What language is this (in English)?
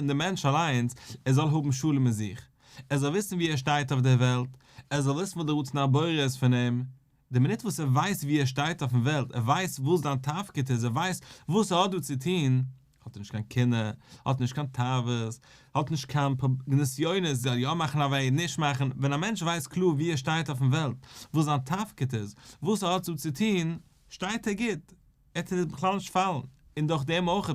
Yiddish